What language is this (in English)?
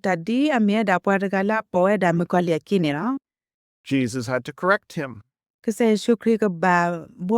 S'gaw Karen